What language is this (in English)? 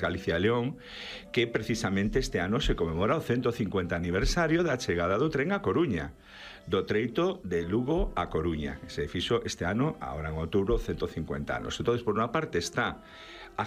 Galician